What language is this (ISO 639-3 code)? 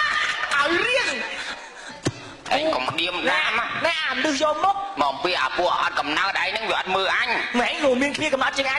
khm